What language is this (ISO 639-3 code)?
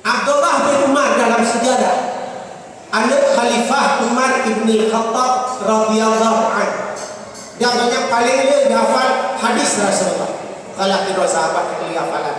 ace